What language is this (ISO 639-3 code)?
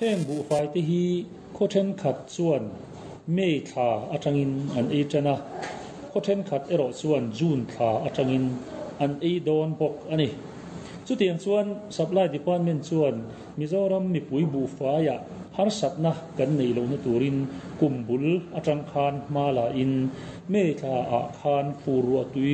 lus